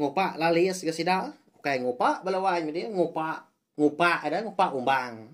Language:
Iban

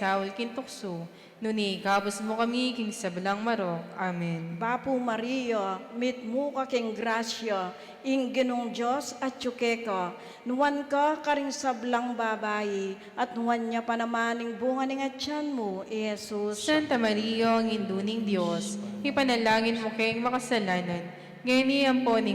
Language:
Pampanga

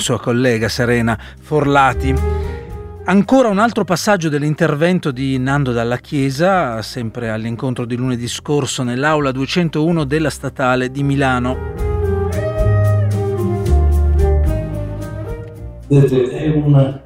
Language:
Italian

